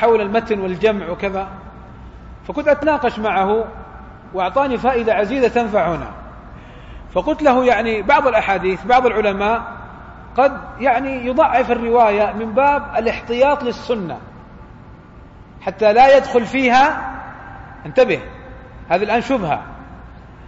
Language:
Arabic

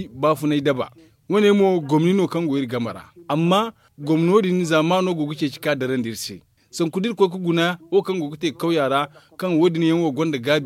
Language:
Zarma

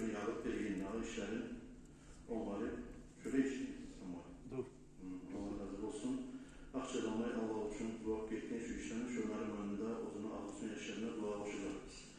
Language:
Kumyk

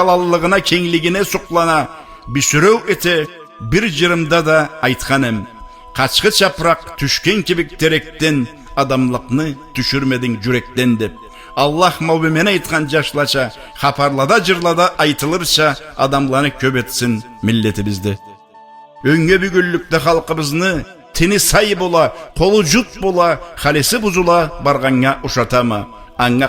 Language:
Karachay-Balkar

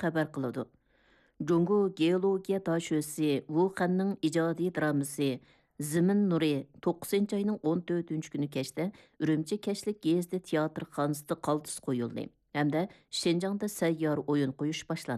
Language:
Uyghur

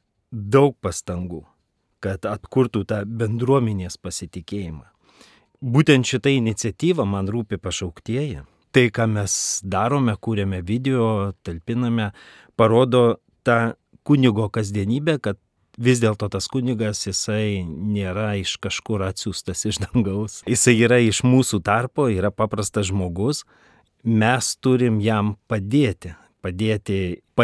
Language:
Lithuanian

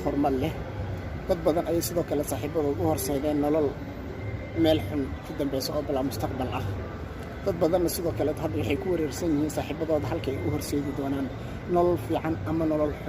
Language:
Somali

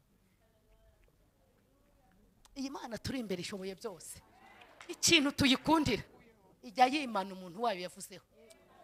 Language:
Kinyarwanda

